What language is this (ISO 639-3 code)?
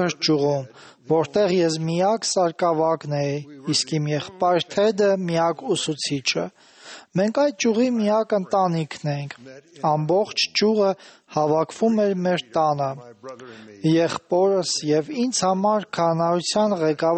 hye